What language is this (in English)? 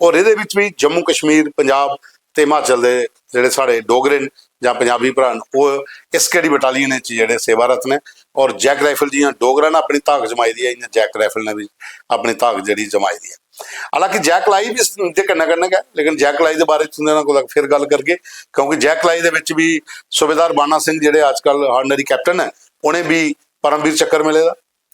Dogri